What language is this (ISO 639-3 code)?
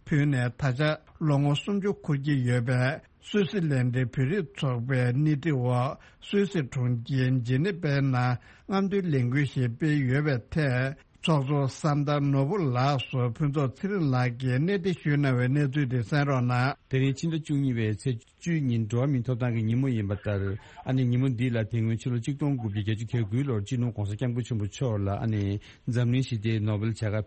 bod